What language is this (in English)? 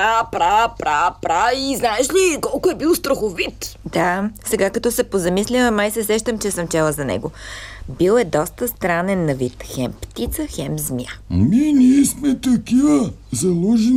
Bulgarian